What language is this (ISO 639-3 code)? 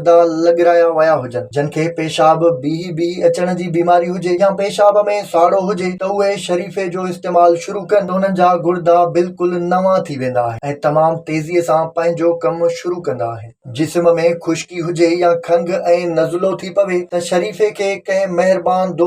snd